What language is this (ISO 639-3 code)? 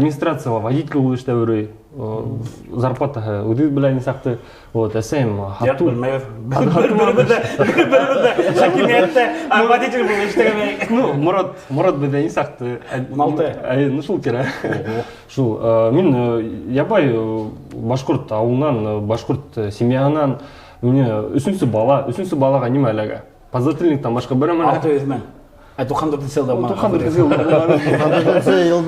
bak